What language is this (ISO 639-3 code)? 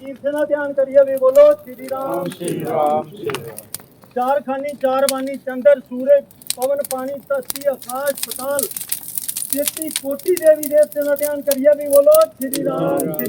doi